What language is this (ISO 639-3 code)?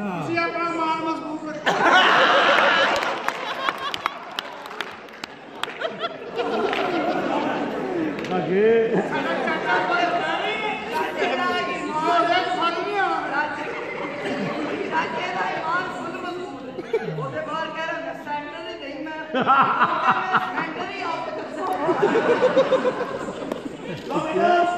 pan